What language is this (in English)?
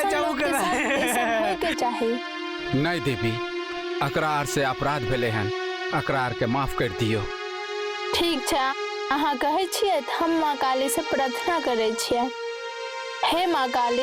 Maithili